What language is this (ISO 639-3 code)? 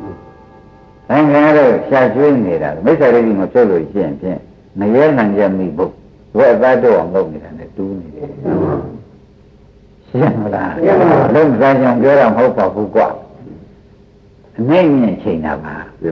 mya